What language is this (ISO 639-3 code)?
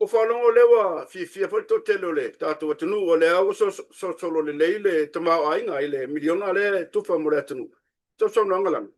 smo